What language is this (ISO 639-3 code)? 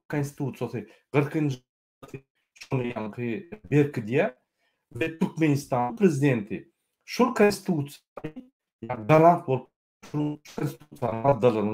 tuk